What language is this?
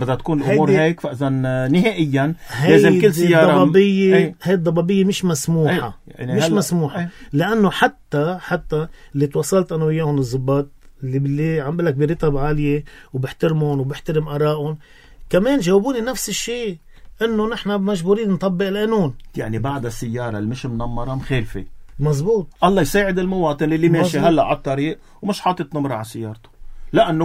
North Levantine Arabic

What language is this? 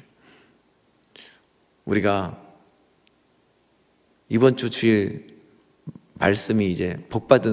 Korean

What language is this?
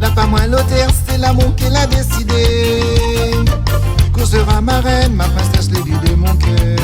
Réunion Creole French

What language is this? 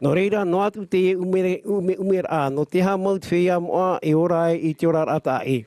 Tahitian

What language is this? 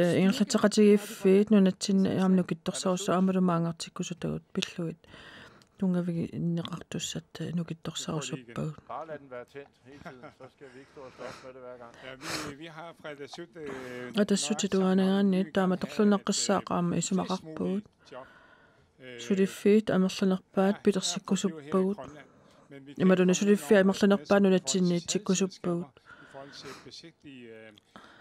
Kalaallisut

